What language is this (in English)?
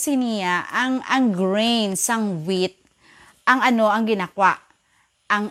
Hiligaynon